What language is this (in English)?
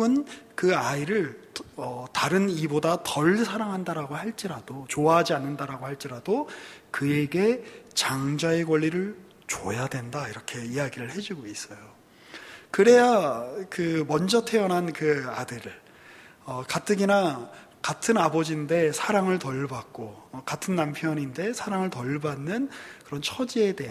Korean